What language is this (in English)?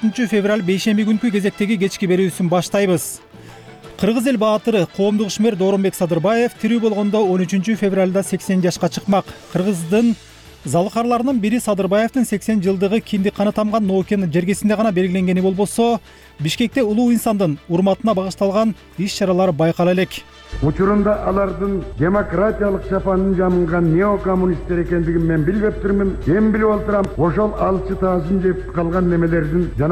Kyrgyz